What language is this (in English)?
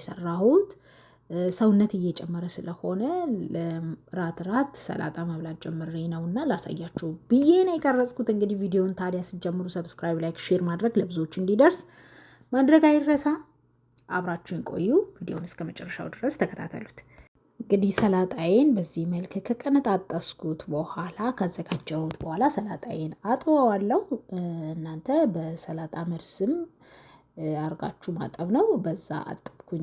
Amharic